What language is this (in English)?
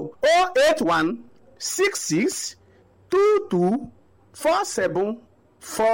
Nigerian Pidgin